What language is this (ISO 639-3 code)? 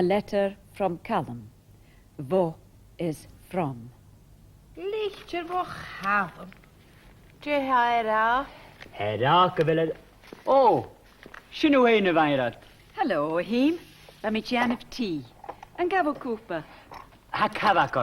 gla